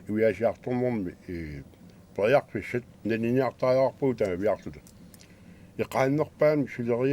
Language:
Kalaallisut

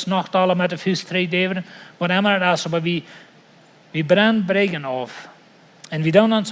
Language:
Plautdietsch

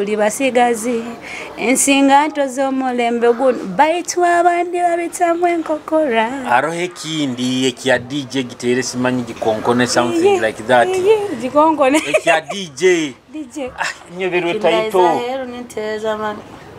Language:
Nyoro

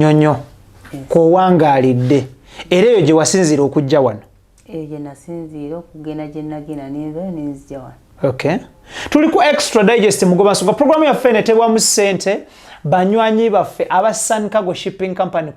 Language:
Ganda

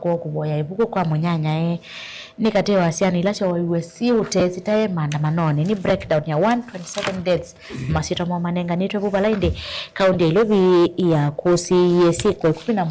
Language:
Kamba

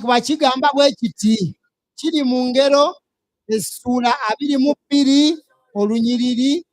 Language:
Ganda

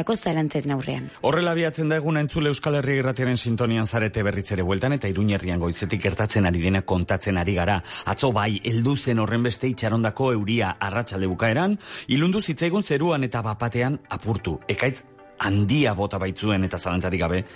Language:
Basque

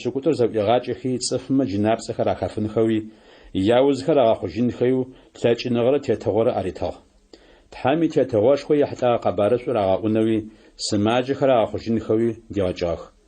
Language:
Adyghe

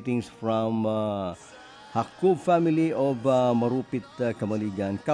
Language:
Bikol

